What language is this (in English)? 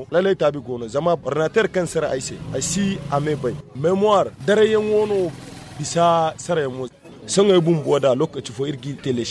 Zarma